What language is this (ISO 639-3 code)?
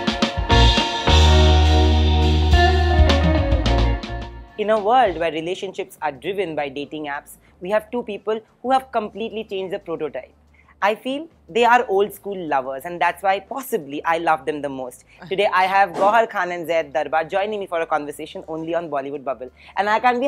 eng